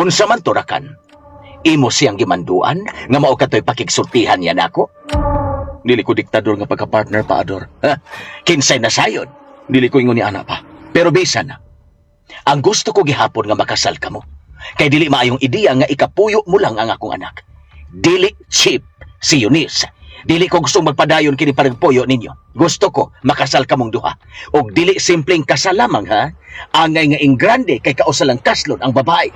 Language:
Cebuano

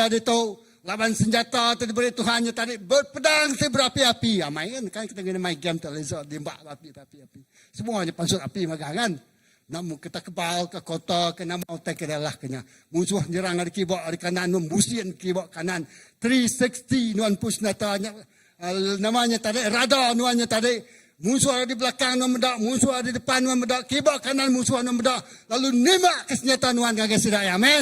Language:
Iban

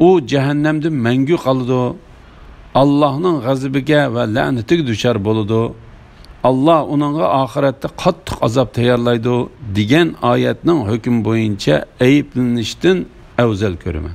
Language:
Uyghur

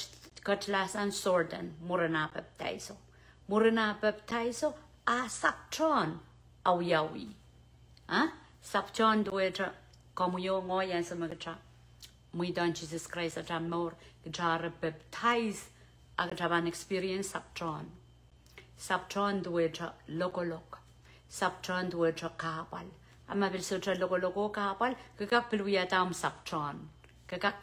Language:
Pohnpeian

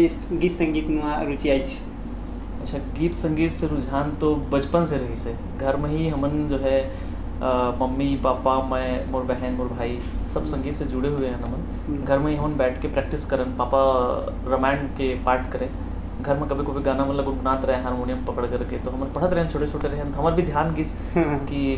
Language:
Chhattisgarhi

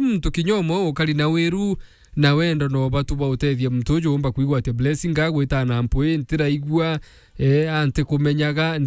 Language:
Meru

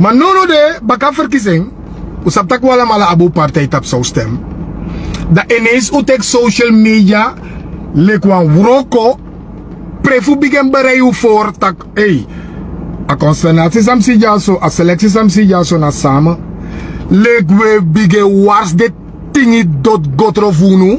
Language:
Sranan Tongo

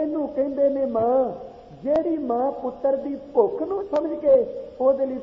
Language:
Punjabi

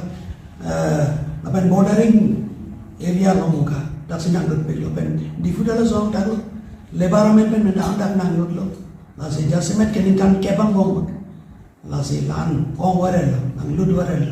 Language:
Karbi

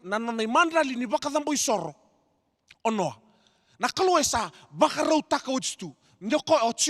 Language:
Fijian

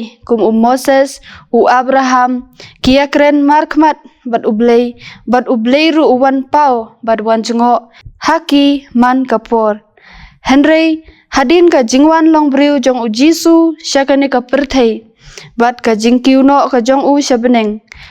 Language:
Khasi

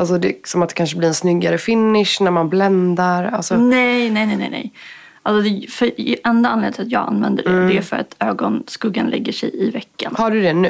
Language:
Swedish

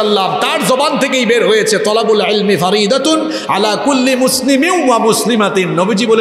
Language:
Bangla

